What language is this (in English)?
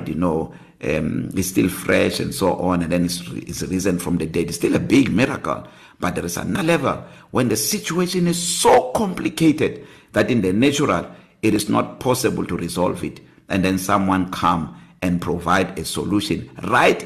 English